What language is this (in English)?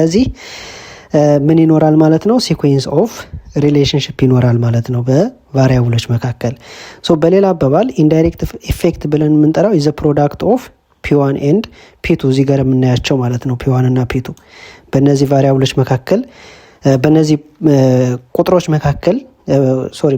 Amharic